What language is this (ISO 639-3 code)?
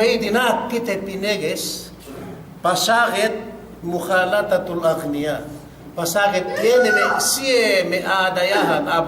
yka